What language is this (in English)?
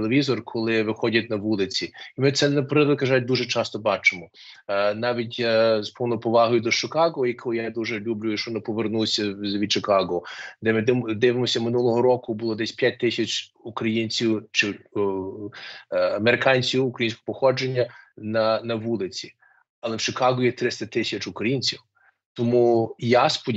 Ukrainian